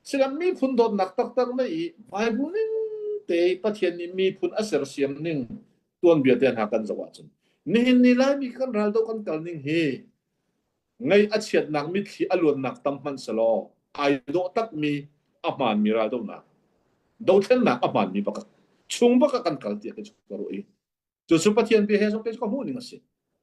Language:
Hakha Chin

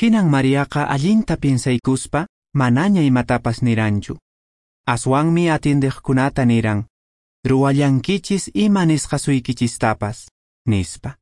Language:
Quechua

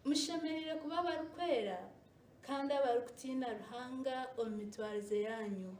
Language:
Nyankole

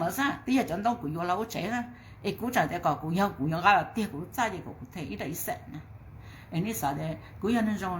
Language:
Hmong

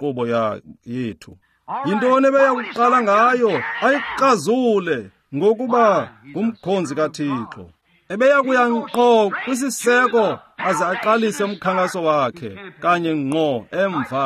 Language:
Xhosa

